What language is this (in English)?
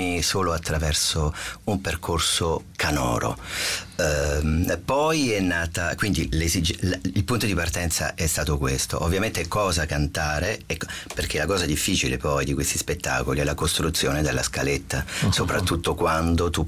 Italian